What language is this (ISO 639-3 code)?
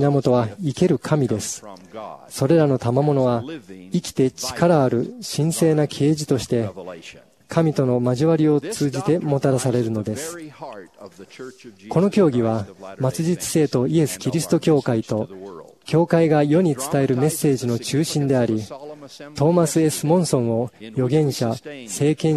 jpn